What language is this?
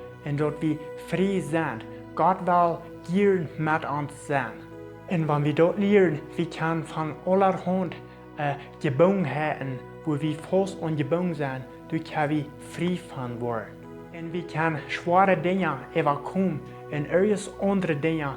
Plautdietsch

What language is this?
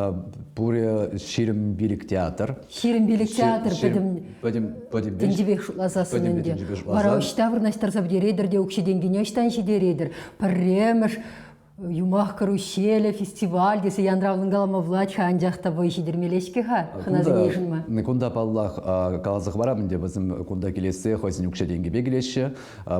Chuvash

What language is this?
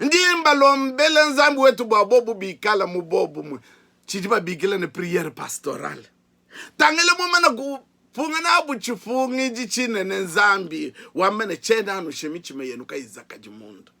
Luba-Lulua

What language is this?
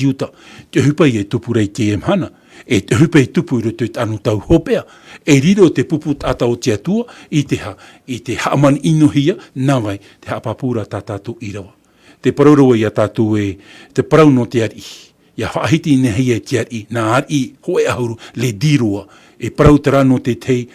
Tahitian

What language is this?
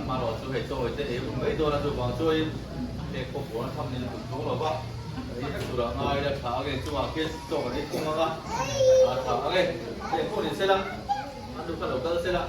Mizo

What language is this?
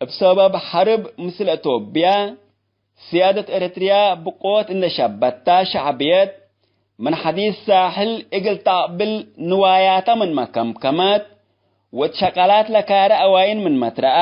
Tigre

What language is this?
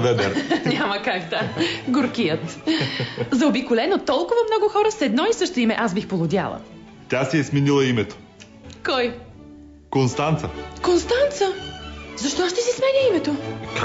Bulgarian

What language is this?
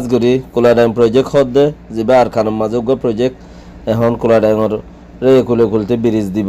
Rohingya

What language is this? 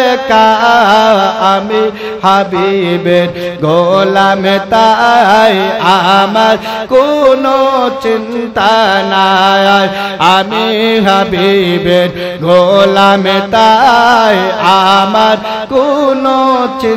Bangla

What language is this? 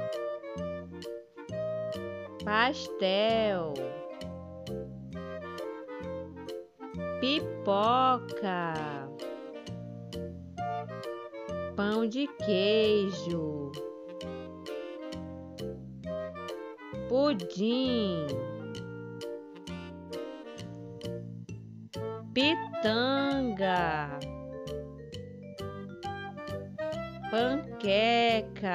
Portuguese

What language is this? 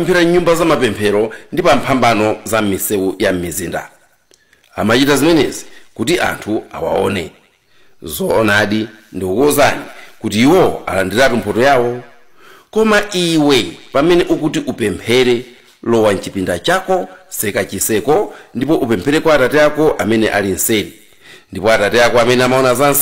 Nyanja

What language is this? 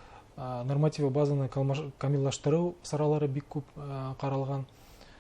Bashkir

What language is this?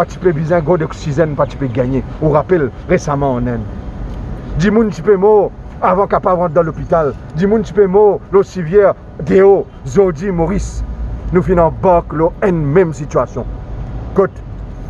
Morisyen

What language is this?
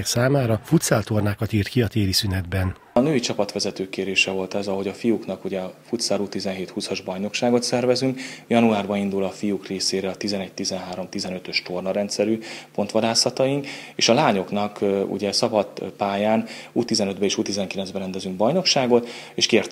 Hungarian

